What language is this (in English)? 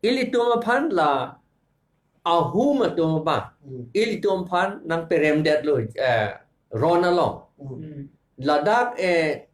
Karbi